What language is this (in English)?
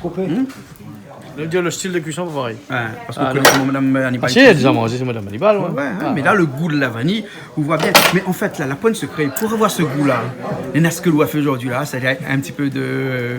Réunion Creole French